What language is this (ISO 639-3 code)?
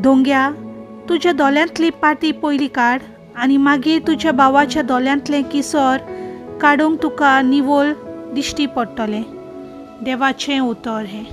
kok